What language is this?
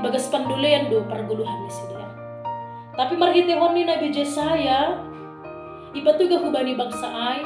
Batak Simalungun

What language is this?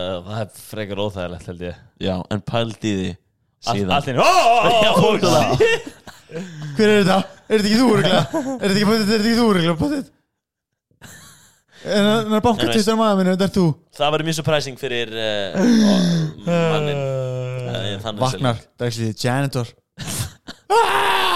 Icelandic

